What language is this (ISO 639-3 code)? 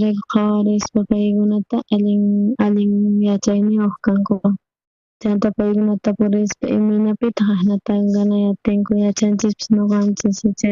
quh